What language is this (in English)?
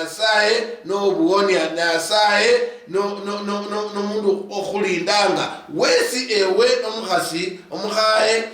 Luyia